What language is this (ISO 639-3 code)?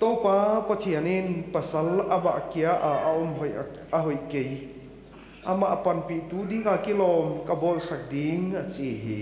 pck